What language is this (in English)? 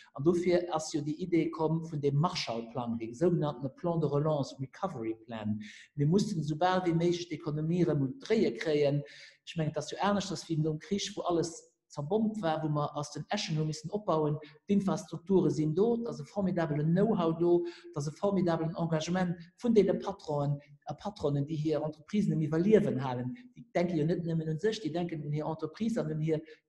Luxembourgish